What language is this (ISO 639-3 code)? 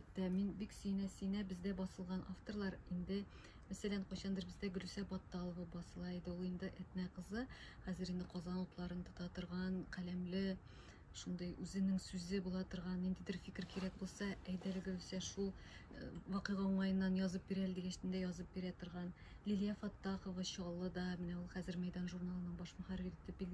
tat